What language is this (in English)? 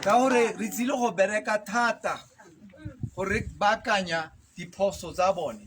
Tswana